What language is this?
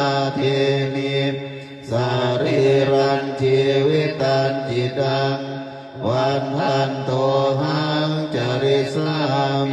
Pali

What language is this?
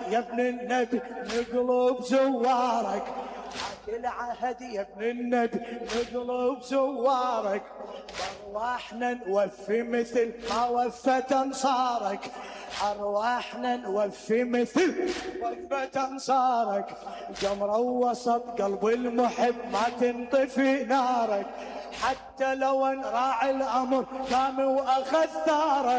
Mesopotamian Arabic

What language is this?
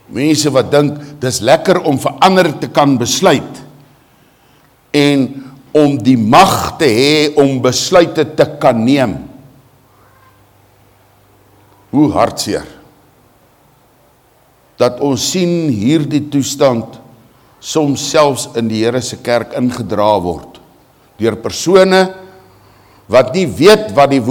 Afrikaans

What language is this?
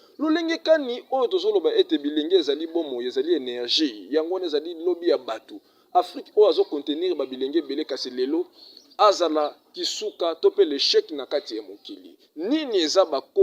Lingala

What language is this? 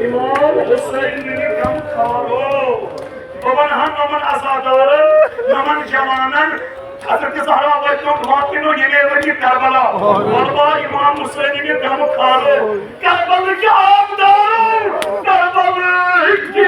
Kashmiri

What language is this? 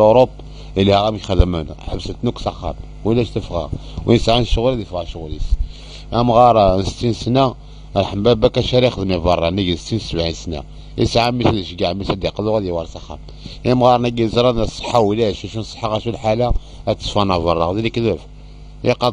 Kabyle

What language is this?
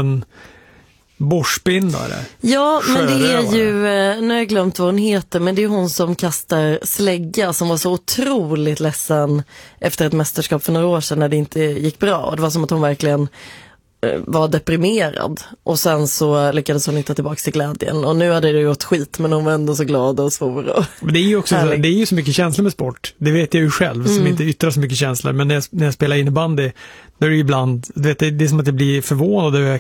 Swedish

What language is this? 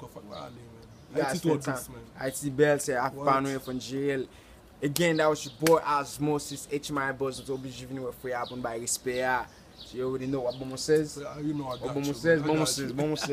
Haitian Creole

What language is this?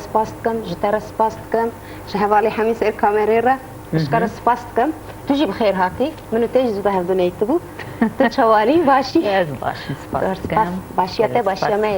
Kurdish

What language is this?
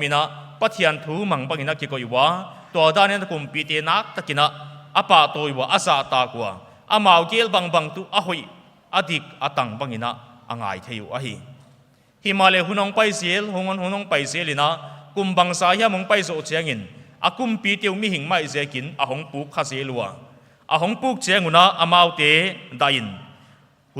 Paite Chin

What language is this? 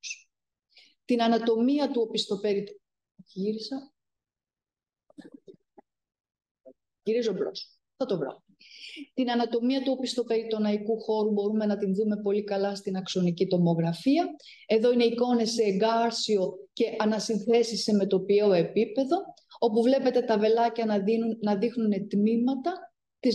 Greek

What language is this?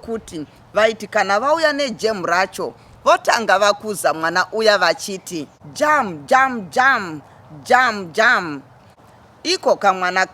Shona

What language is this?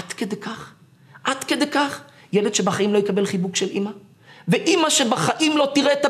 Hebrew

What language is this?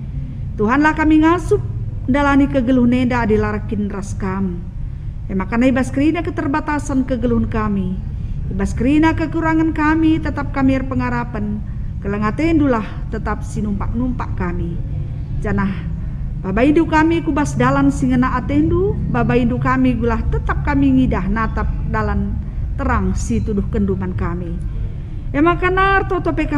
Batak Karo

